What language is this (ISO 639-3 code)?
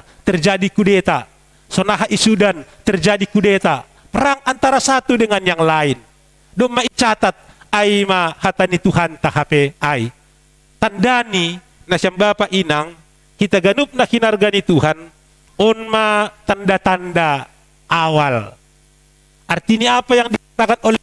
bts